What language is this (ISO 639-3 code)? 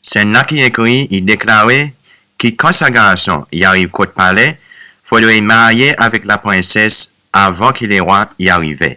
crs